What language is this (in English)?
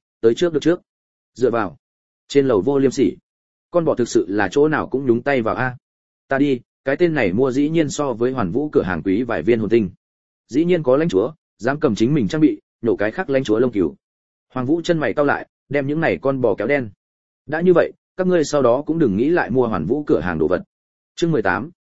Vietnamese